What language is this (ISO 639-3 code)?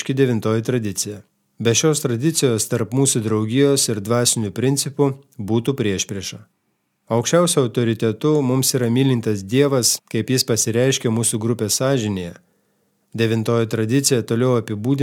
lit